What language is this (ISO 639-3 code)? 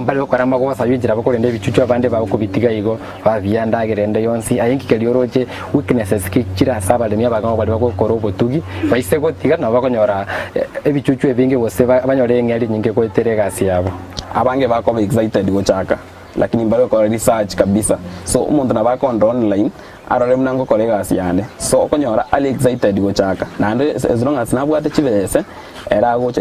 guz